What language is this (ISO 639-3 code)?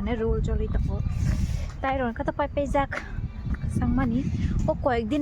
trp